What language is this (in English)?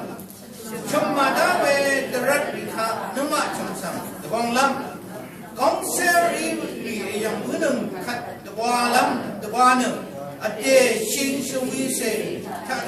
Rawang